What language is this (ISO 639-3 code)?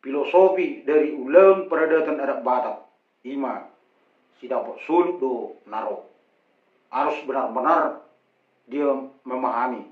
bbc